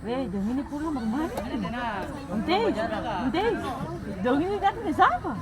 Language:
Ambonese Malay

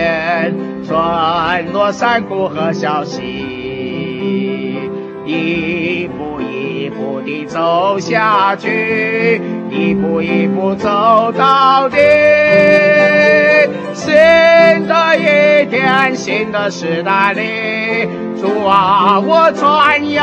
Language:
Chinese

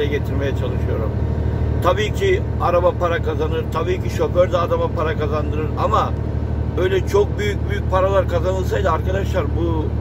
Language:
Turkish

